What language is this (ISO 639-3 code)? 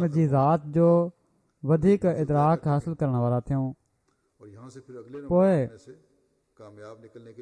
snd